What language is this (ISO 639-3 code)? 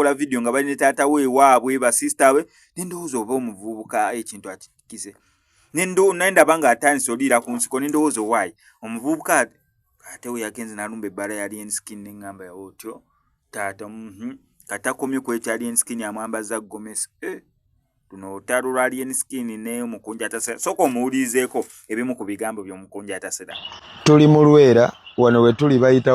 lug